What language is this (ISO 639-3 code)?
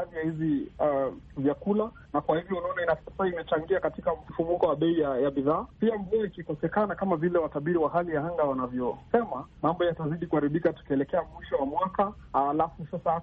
swa